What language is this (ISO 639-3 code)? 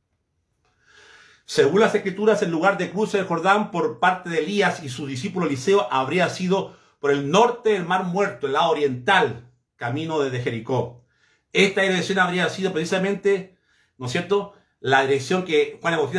spa